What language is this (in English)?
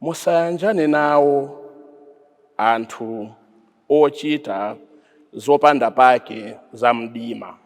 Nyanja